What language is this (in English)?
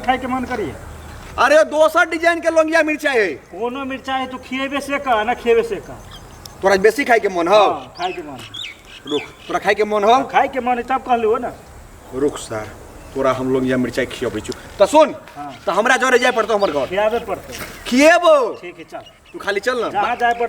Maithili